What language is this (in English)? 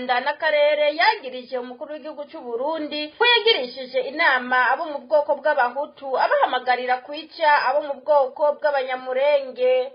Rundi